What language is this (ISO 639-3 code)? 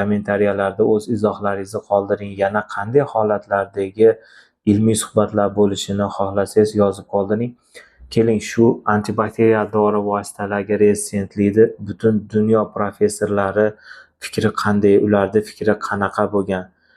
uzb